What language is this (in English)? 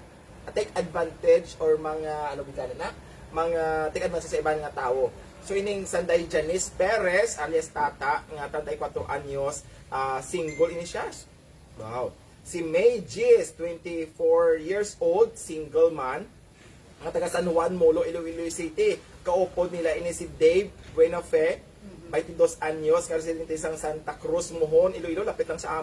Hiligaynon